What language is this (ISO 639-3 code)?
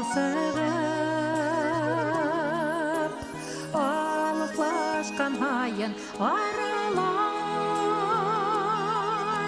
bak